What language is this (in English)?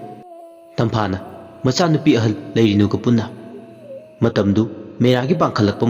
Manipuri